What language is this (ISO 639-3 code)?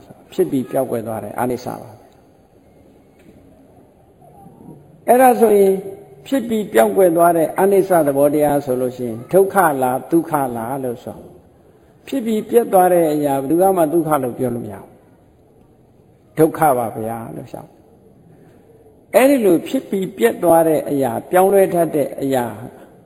mya